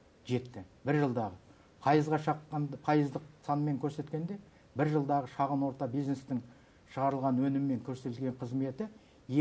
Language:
Kazakh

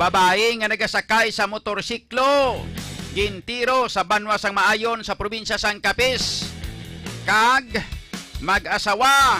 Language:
Hiligaynon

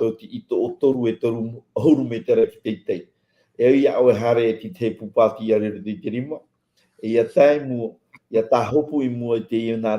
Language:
Tahitian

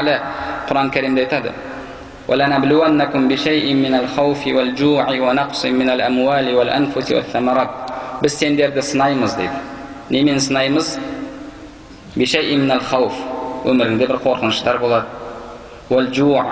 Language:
Kazakh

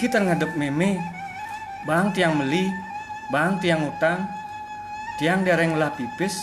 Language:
Balinese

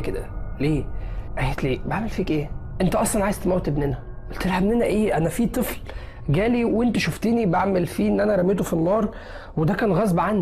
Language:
Egyptian Arabic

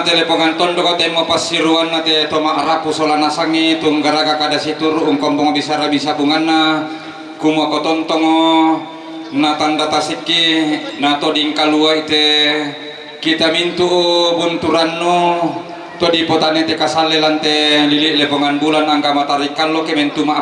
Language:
Toraja-Sa'dan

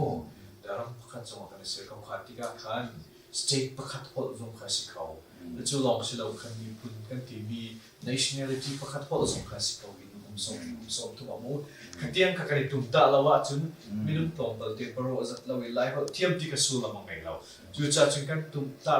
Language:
Hakha Chin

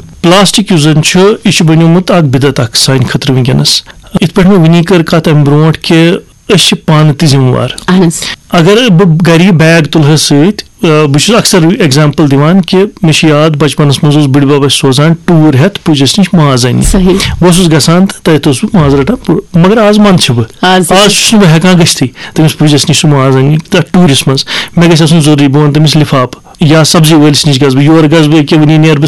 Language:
Kashmiri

